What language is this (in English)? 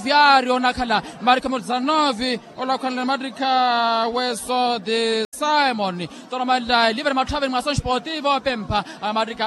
Makhuwa